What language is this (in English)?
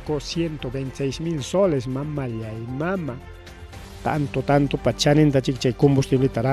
Ayacucho Quechua